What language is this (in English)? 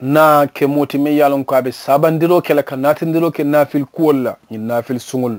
Mandingo